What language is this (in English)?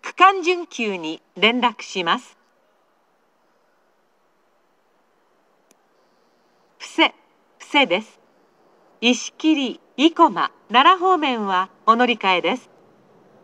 Japanese